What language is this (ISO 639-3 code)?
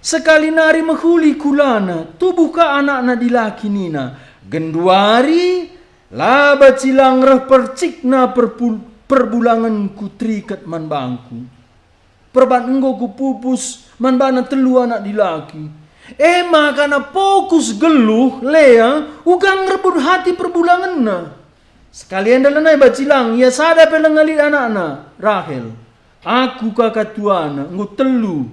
btx